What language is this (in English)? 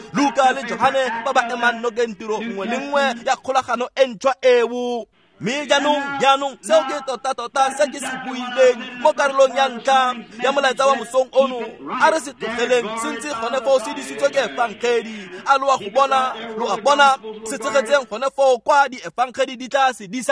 Tswana